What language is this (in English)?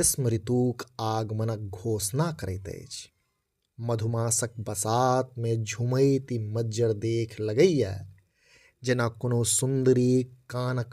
Maithili